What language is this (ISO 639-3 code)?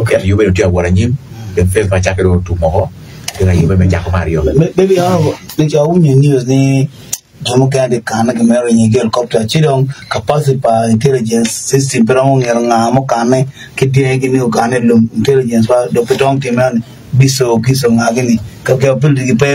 ach